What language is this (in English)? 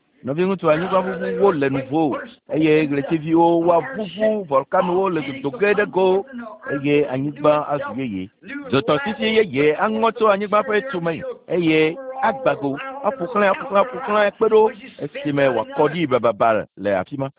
Ewe